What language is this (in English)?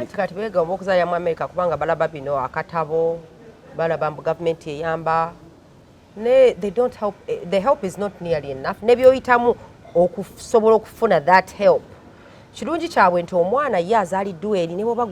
Ganda